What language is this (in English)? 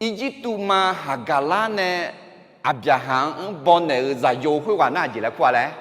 Akha